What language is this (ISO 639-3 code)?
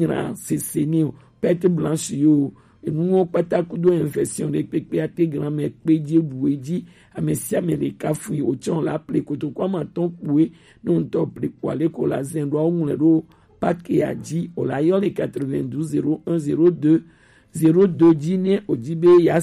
gej